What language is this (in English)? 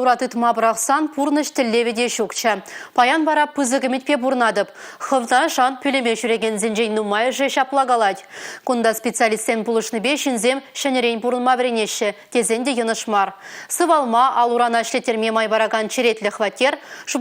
Chuvash